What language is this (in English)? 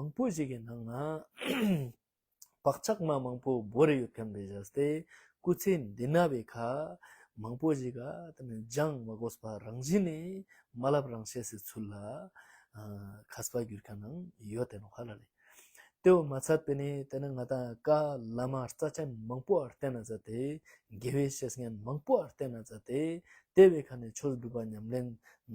Ladakhi